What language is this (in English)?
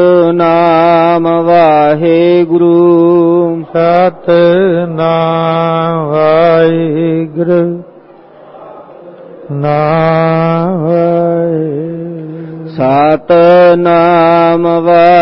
Punjabi